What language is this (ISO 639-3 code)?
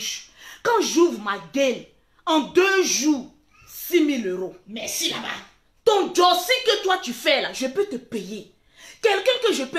fra